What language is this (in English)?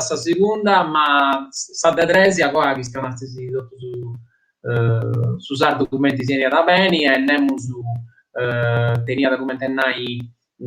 Sardinian